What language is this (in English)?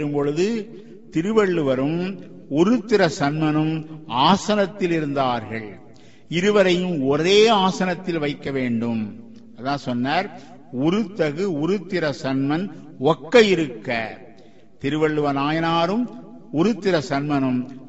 Tamil